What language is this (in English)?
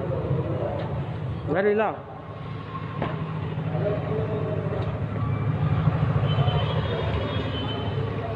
Kannada